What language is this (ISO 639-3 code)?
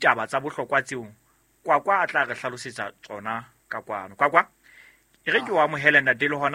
sot